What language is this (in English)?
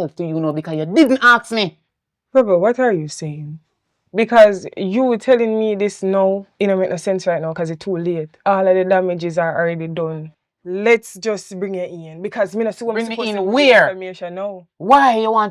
Jamaican Creole English